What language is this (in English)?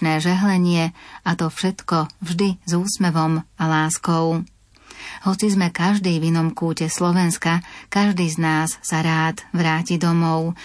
Slovak